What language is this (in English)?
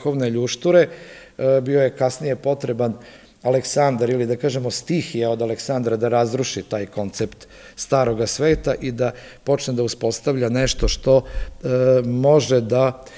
Serbian